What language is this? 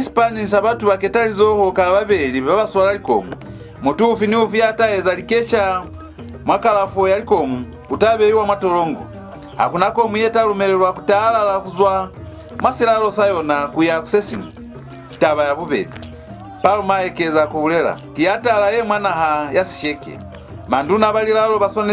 Lozi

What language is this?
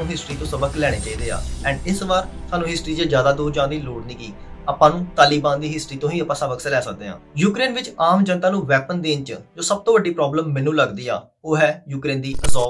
Punjabi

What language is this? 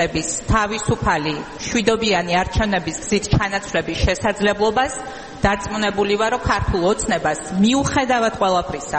Georgian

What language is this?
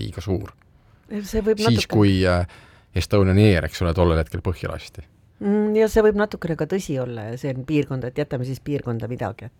Estonian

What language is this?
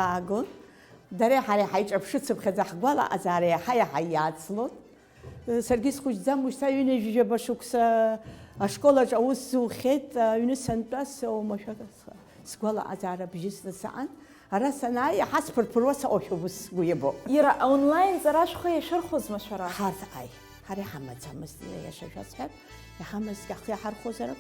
Abkhazian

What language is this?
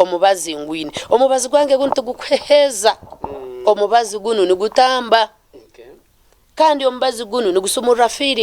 Nyankole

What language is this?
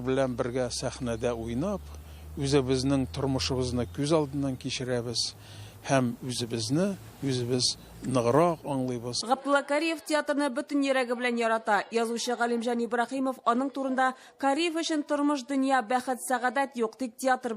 Tatar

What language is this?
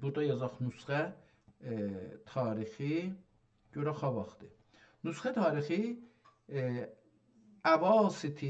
South Azerbaijani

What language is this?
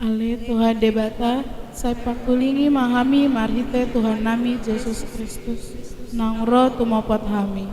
Batak Toba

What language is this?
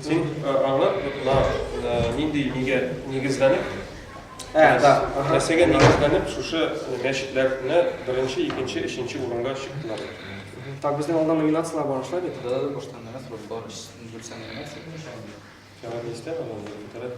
Tatar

